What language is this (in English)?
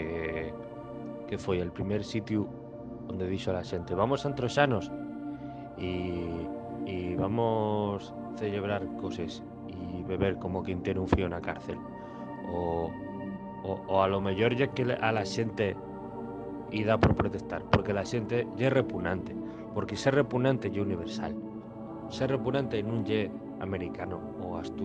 Asturian